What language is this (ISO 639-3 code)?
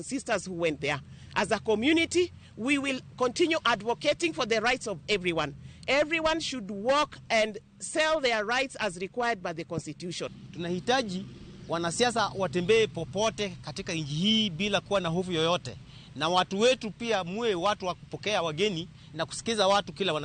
luo